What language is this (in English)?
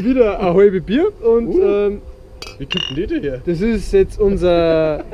Bavarian